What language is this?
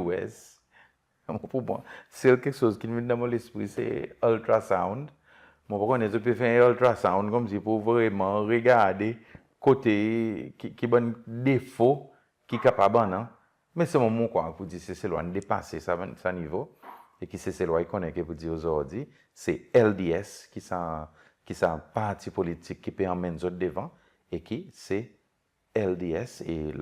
Seselwa Creole French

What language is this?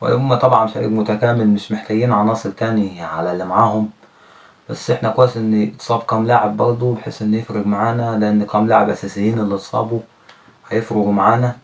Egyptian Arabic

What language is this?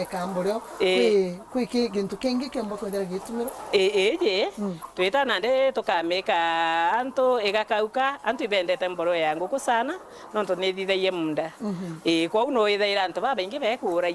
Meru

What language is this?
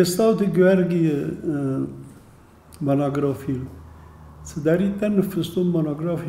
Ossetic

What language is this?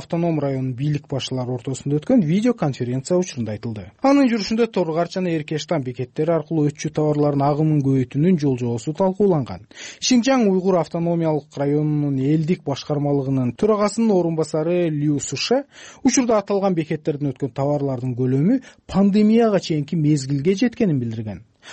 Kyrgyz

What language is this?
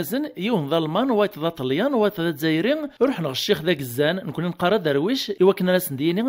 Kabyle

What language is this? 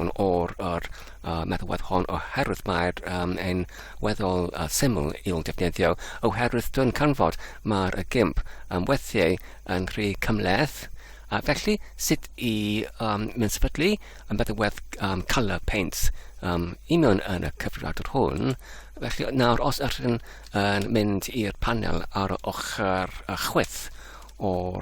Welsh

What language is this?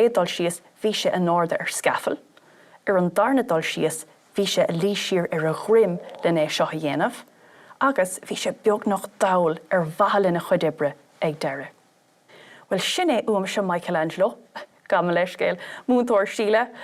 Irish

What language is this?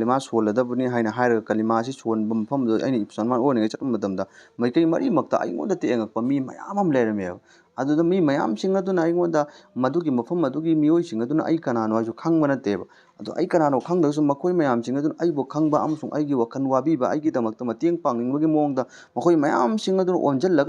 Manipuri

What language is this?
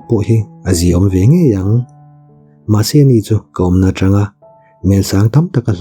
Mizo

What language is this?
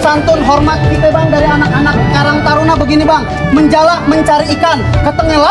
Betawi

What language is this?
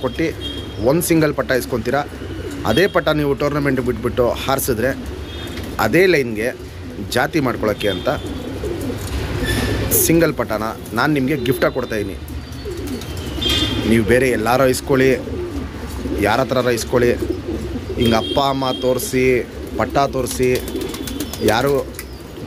Kannada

